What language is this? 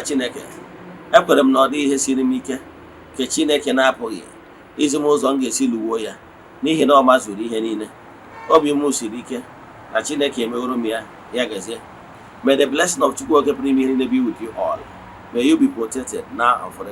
Igbo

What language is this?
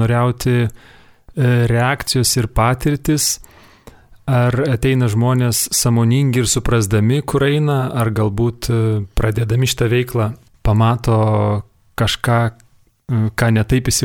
Lithuanian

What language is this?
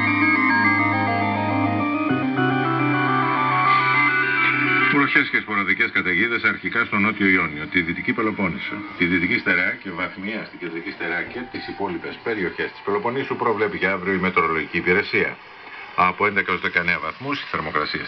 Greek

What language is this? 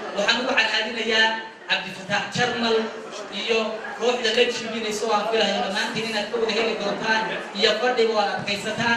Somali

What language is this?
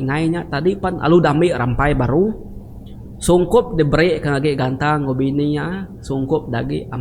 Iban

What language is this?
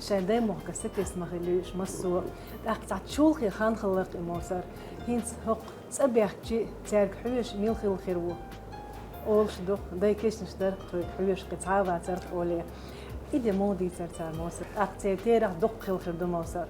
Chechen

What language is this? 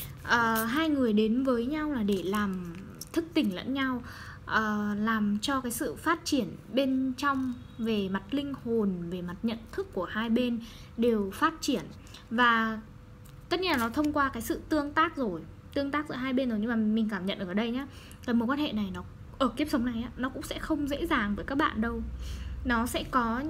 Vietnamese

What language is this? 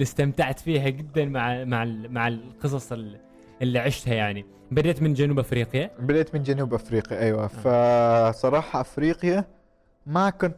Gulf Arabic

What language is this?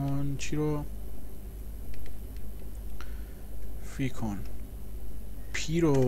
Persian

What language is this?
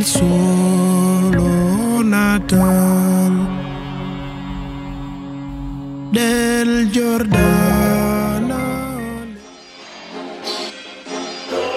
Italian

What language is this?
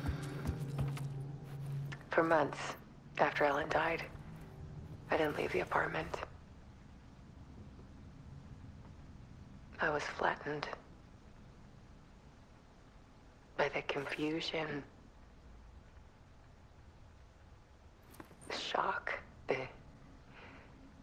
English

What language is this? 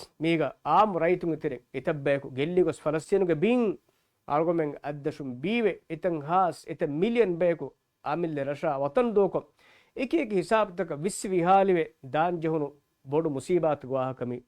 Divehi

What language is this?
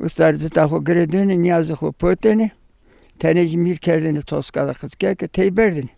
Zaza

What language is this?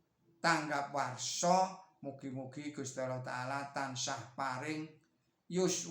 Javanese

